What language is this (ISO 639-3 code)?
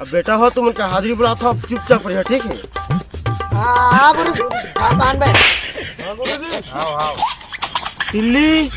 hne